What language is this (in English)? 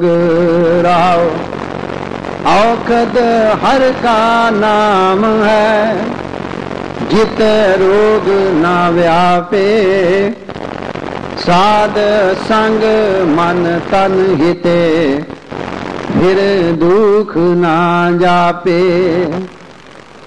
Punjabi